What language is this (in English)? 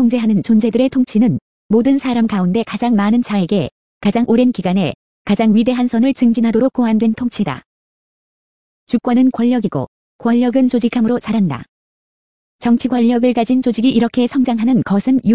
Korean